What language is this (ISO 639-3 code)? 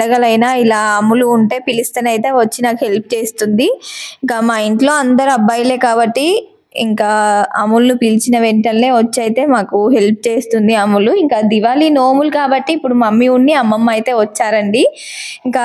tel